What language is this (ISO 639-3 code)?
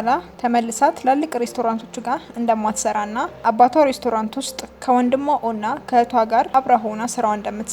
amh